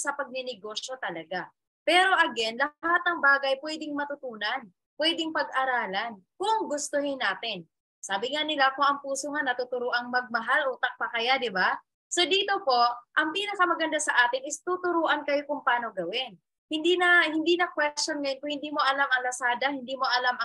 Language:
Filipino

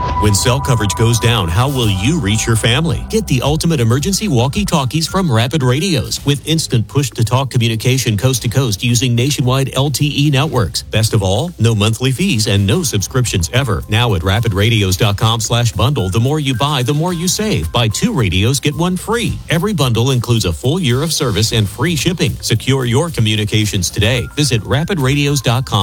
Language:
English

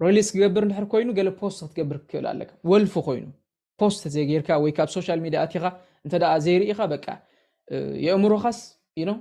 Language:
Tigrinya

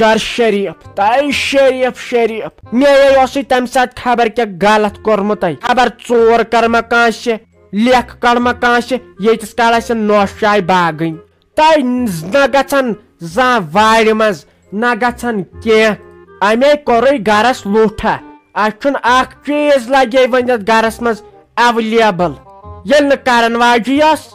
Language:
Kashmiri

